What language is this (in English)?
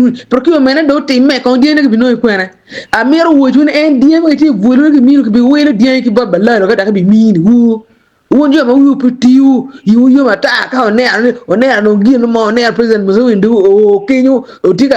Acoli